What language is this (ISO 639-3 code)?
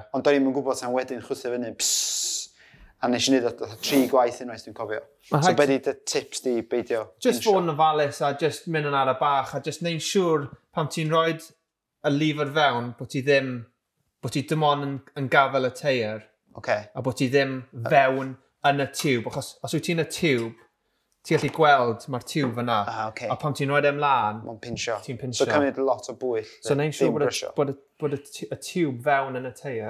cym